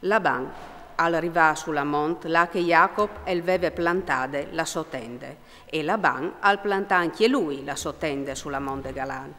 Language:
Friulian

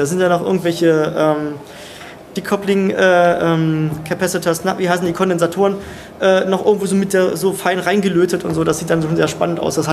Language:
German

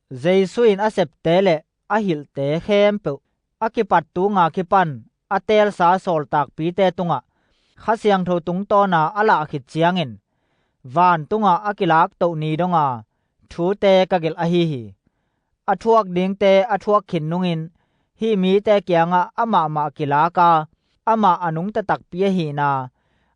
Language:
Tedim Chin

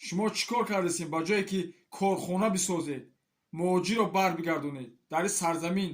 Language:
Tajik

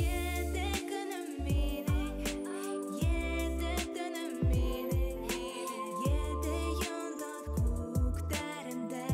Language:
Bashkir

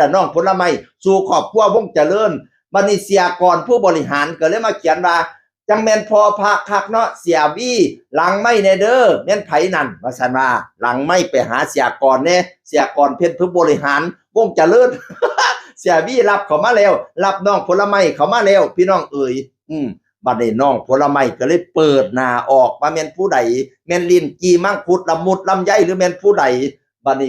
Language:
Northeastern Thai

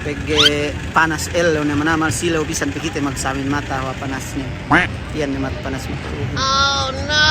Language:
Yakan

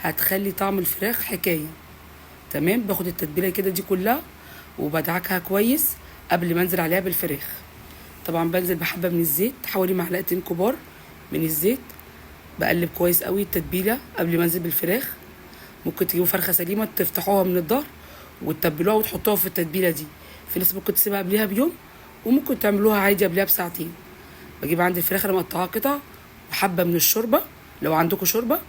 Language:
Egyptian Arabic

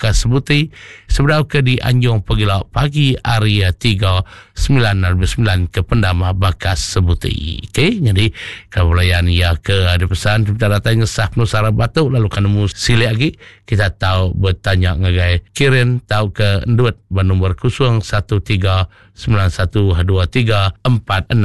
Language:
Iban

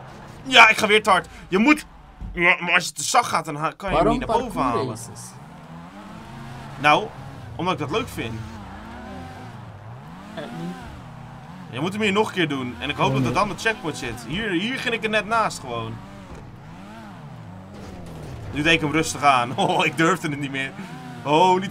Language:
Dutch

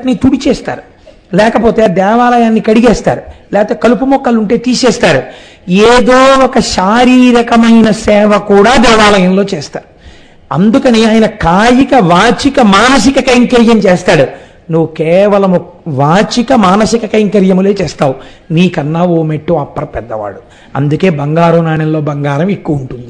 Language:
Telugu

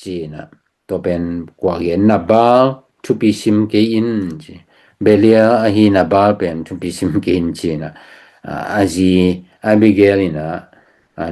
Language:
Tedim Chin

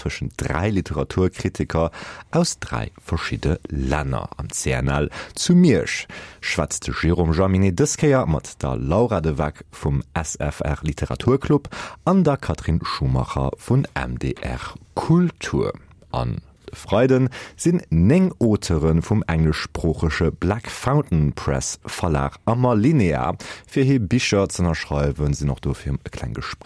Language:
Luxembourgish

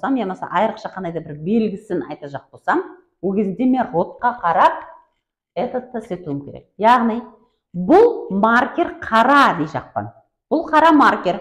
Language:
Kara-Kalpak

